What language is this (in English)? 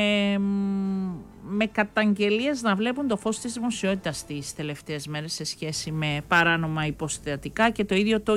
Greek